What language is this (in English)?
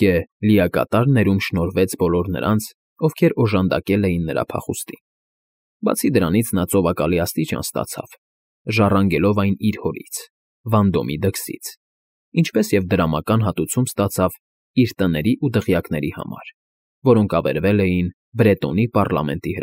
Armenian